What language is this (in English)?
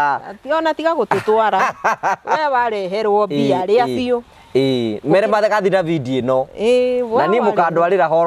Kikuyu